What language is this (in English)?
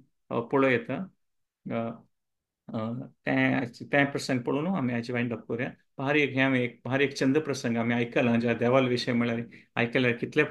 Konkani